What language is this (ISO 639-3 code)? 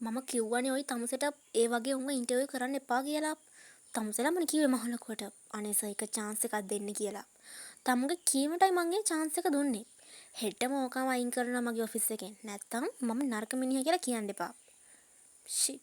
sin